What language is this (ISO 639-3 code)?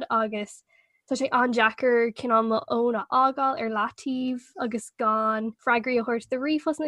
gle